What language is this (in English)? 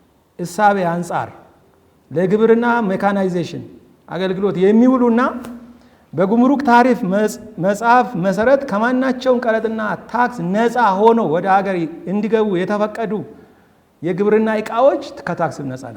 Amharic